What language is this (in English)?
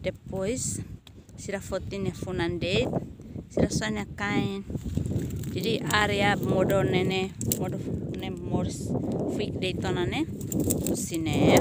Tetum